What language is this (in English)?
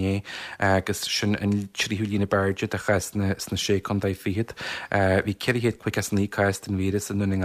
Irish